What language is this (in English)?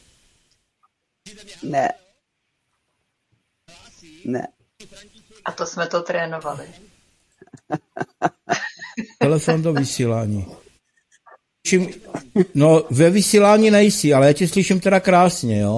Czech